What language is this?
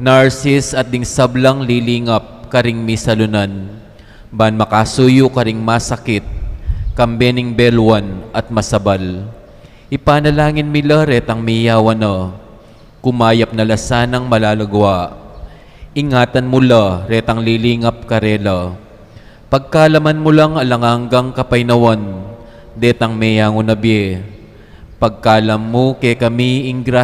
Pampanga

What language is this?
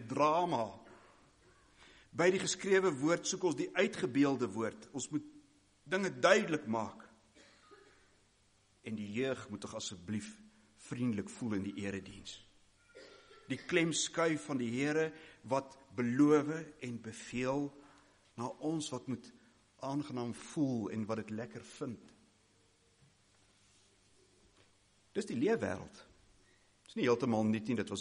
Afrikaans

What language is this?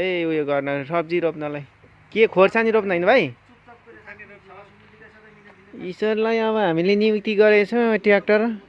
Nepali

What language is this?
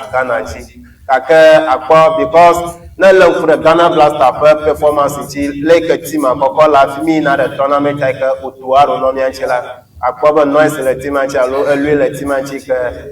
Ewe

